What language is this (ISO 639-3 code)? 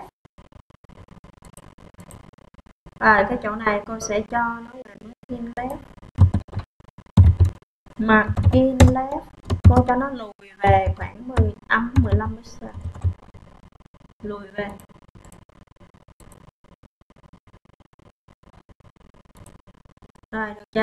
vie